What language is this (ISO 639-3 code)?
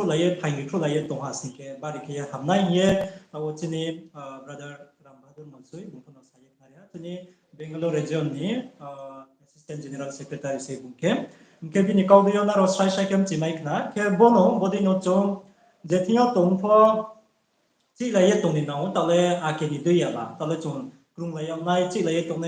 ria